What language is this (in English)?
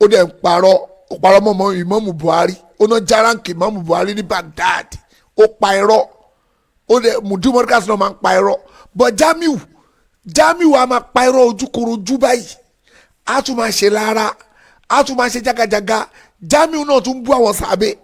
Yoruba